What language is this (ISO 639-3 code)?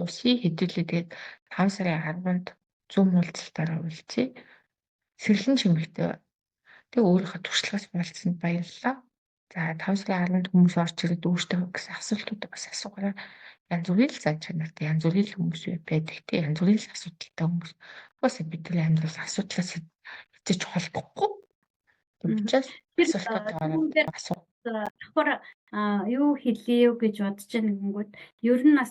mon